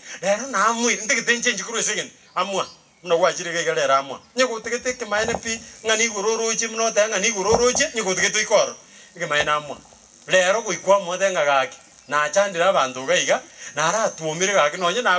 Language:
Gusii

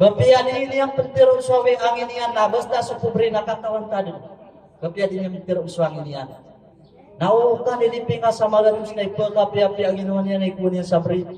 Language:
Maranao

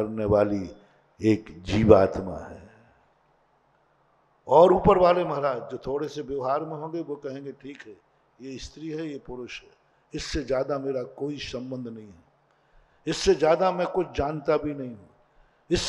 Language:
Hindi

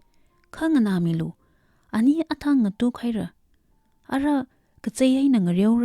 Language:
Tangkhul Naga (India)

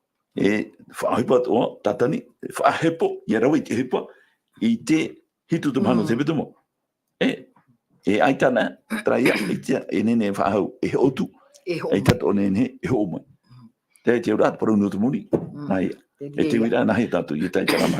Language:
Tahitian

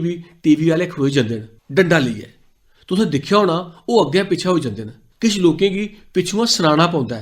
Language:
Dogri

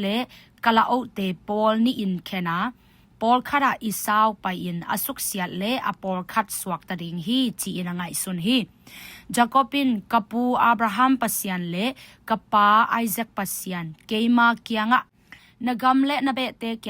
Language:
Tedim Chin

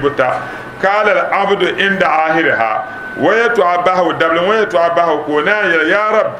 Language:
Dagbani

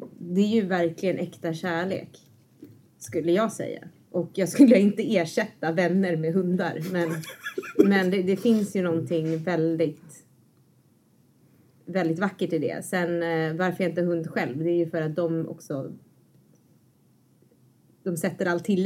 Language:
Swedish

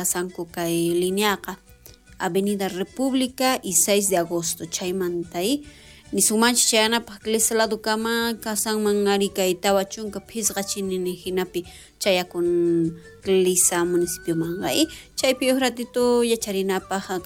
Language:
South Bolivian Quechua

